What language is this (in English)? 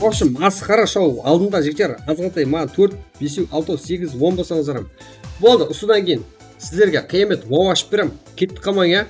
Kara-Kalpak